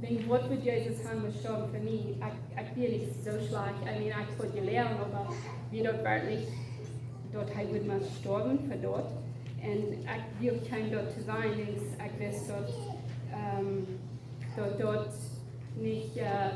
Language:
Plautdietsch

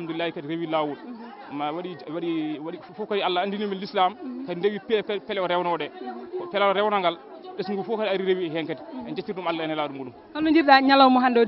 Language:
Fula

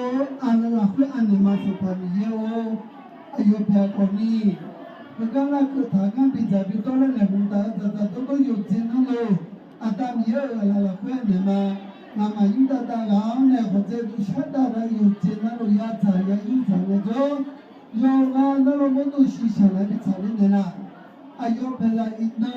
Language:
Akha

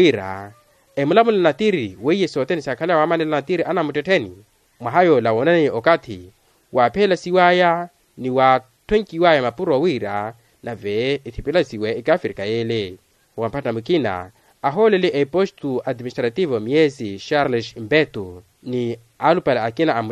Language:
Makhuwa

